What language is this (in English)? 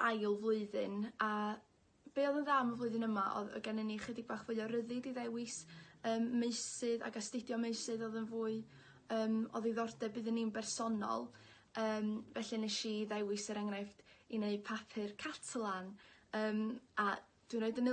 Welsh